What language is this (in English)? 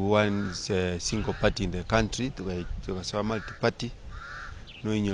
Gusii